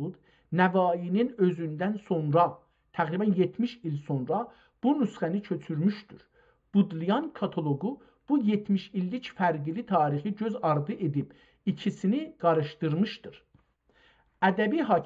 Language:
South Azerbaijani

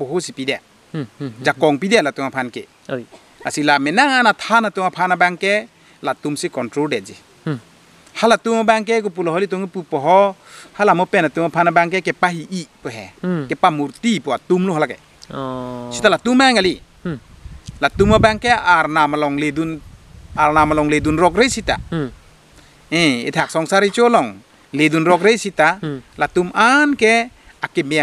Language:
Karbi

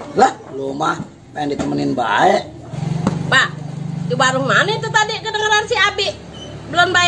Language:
Betawi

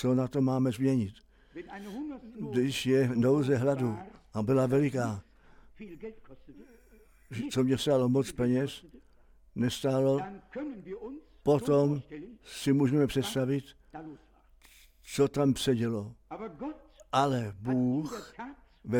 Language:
Czech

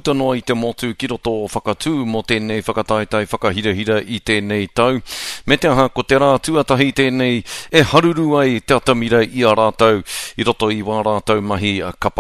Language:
Māori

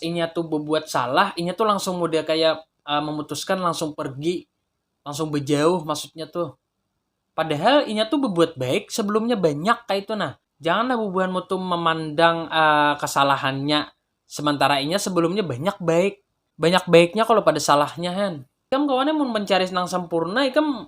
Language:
Banjar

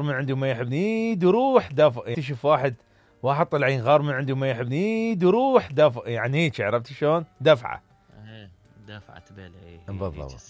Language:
Mesopotamian Arabic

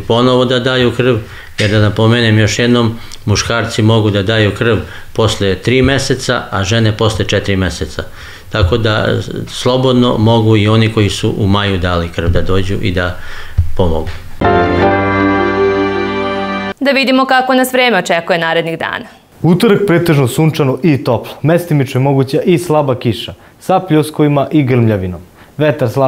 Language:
Serbian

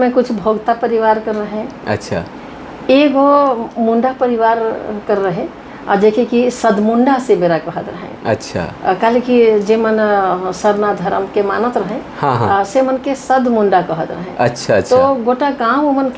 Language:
Sadri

